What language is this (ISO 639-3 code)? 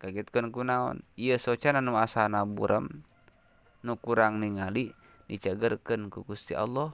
sun